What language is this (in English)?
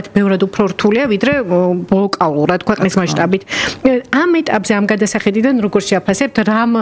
Georgian